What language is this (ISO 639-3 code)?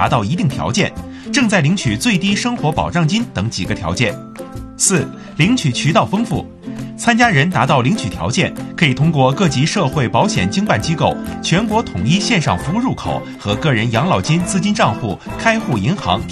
zho